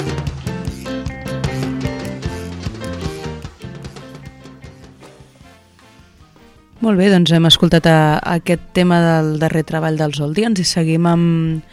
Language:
Catalan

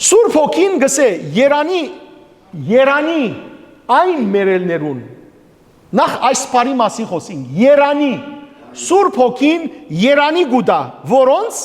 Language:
Western Armenian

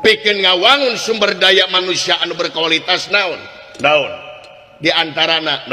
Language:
Sundanese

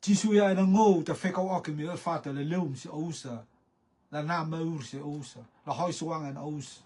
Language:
Rotuman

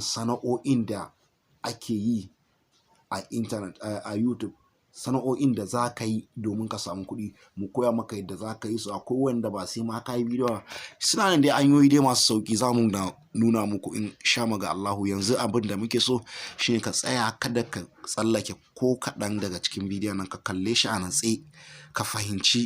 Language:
Hausa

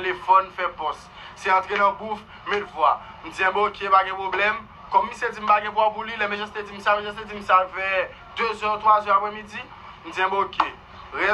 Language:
Haitian Creole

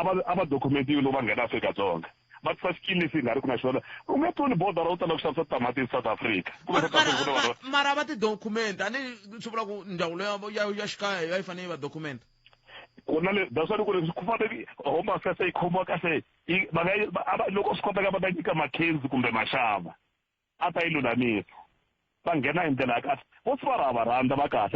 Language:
Tsonga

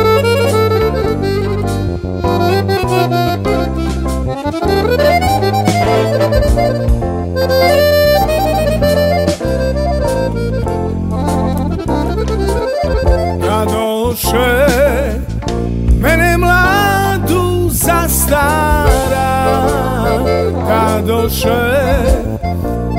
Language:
Serbian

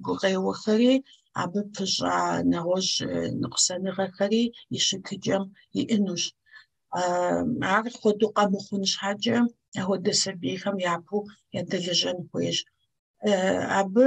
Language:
Kabardian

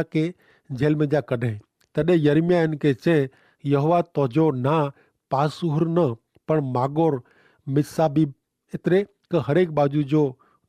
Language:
Kachhi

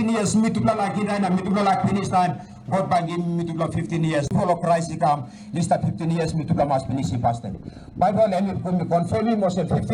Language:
Tok Pisin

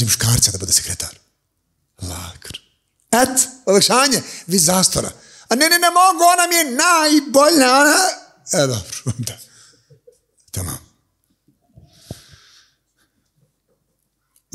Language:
Bosnian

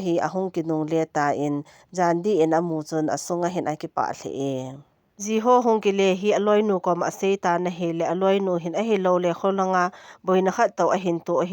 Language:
Thado Chin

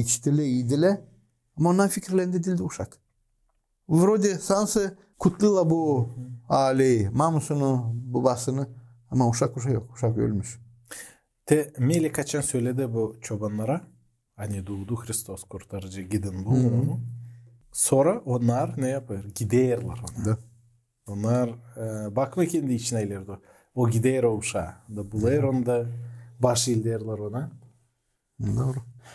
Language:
Gagauz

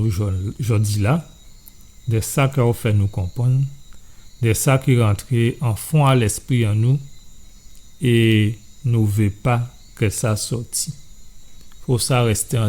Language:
Guadeloupean Creole French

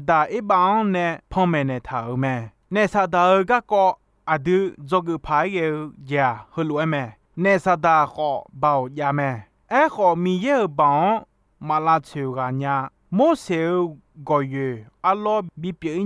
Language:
Akha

